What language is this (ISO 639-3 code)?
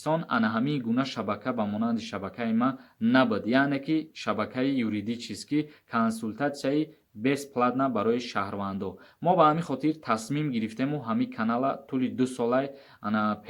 tgk